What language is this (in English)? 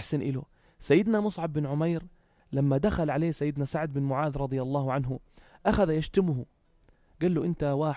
North Levantine Arabic